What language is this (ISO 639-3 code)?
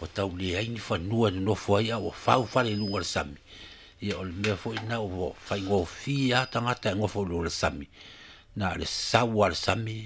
smo